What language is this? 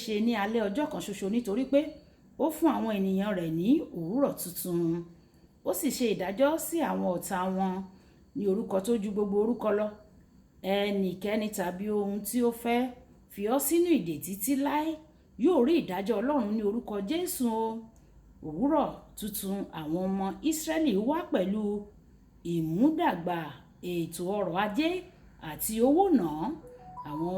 Yoruba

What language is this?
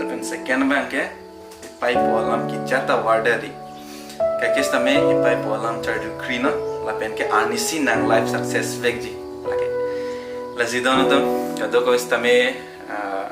Karbi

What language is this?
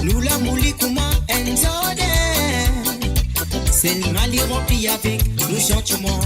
Morisyen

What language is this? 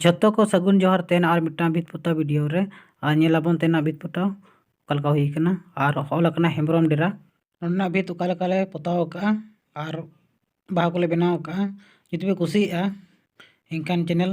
Santali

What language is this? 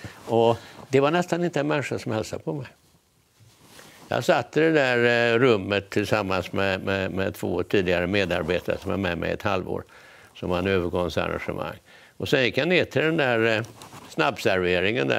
Swedish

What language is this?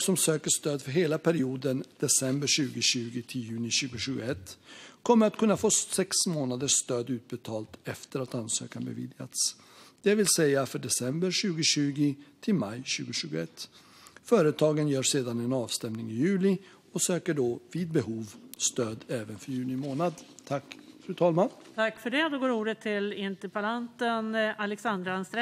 Swedish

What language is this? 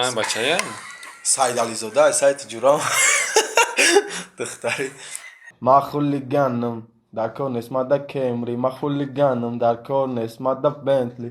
Tajik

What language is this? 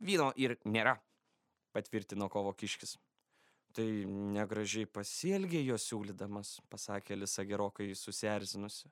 Lithuanian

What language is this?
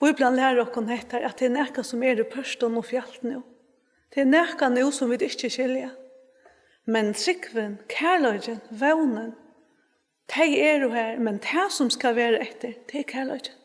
Faroese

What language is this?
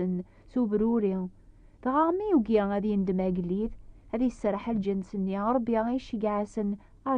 Kabyle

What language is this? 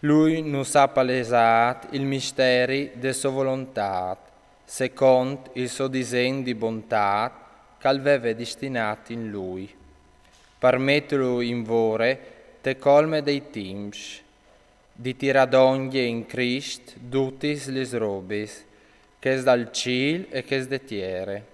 Friulian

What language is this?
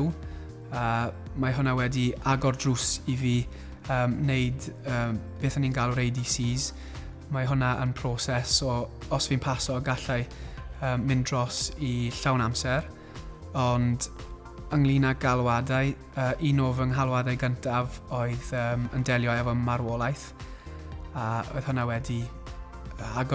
Welsh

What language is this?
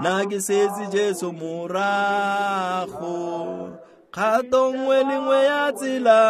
Tswana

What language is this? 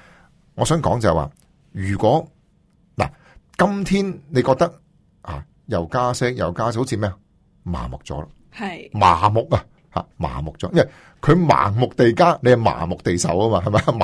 Cantonese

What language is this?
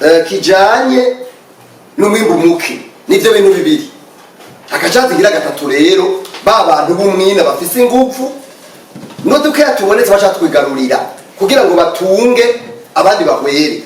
Rundi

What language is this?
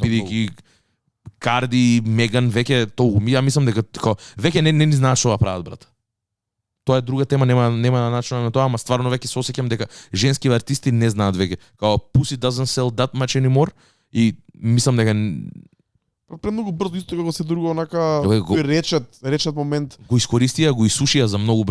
Macedonian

